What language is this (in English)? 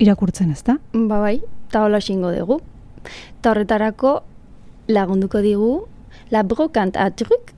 Basque